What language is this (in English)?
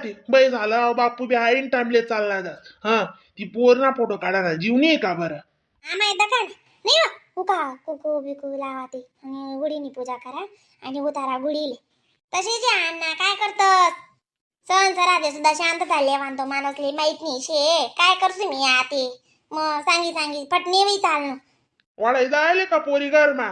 Khandesi